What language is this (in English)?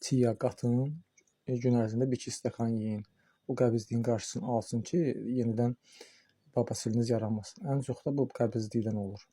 Azerbaijani